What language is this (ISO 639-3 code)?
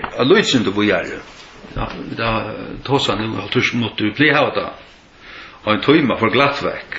fao